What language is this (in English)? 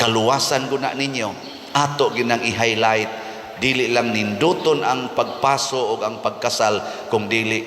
Cebuano